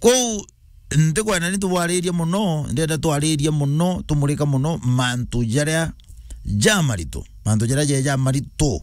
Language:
Meru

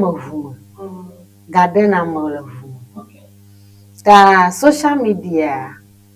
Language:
Ewe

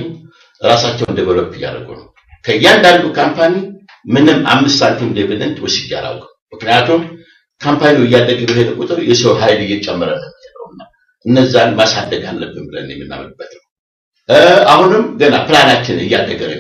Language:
Amharic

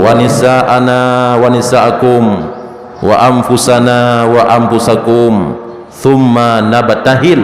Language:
Achinese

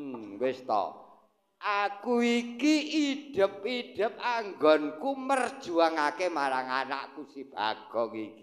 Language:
Javanese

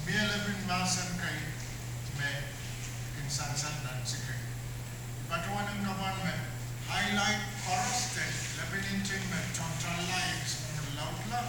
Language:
Pohnpeian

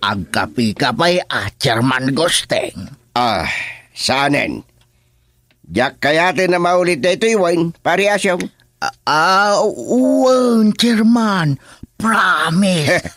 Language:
Iloko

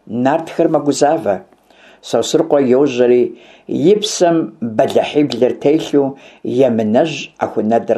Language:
Kabardian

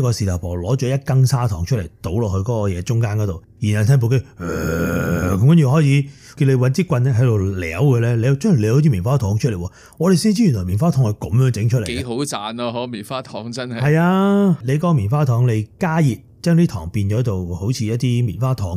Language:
Cantonese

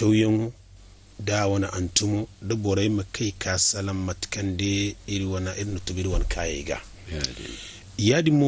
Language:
Zarma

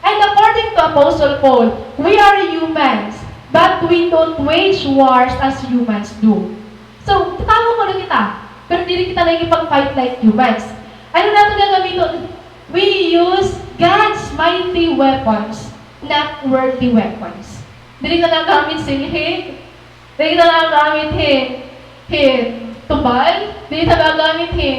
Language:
Waray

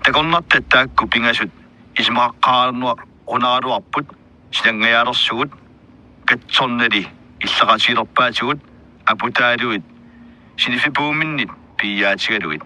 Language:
Kalaallisut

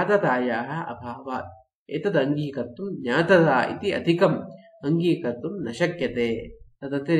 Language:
Sanskrit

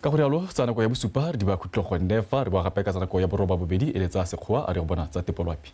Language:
Tswana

